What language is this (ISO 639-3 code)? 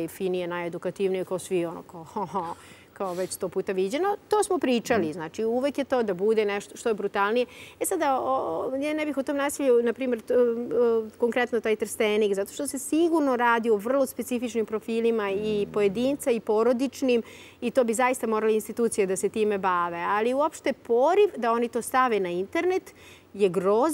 srp